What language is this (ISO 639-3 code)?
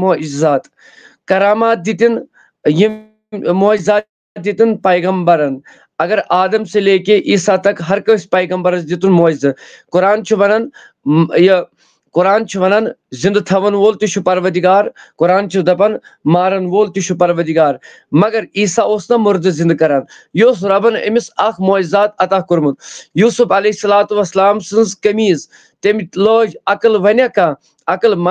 kas